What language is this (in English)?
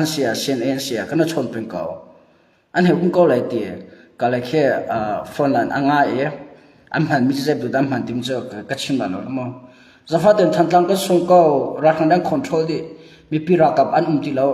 Hakha Chin